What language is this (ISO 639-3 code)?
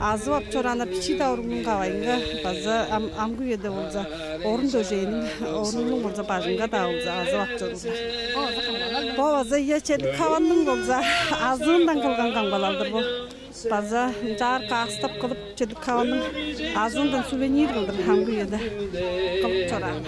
tyv